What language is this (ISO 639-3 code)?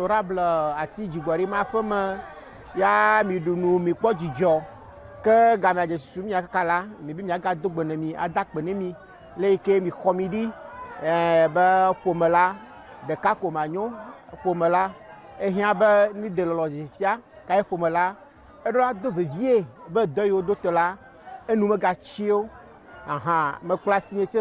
ewe